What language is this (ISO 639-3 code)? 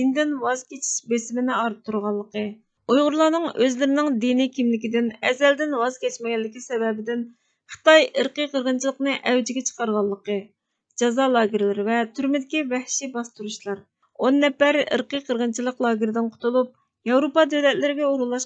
uig